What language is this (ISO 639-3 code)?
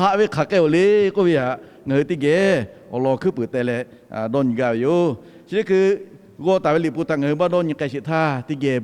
lhu